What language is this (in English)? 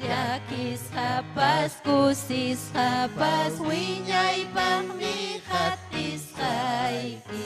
Ayacucho Quechua